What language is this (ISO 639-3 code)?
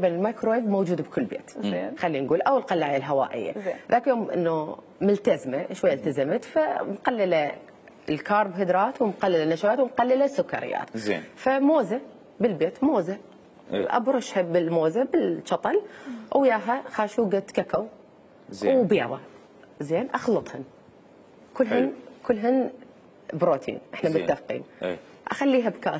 acm